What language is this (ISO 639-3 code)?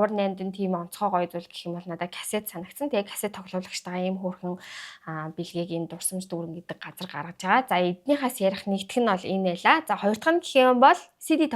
mon